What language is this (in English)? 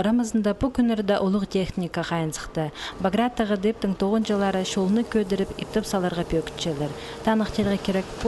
Khakas